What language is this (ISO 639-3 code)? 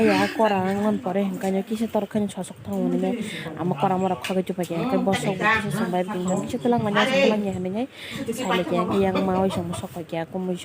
trp